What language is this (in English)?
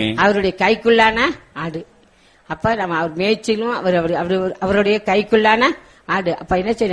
Tamil